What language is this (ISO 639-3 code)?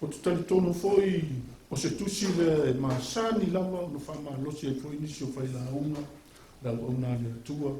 smo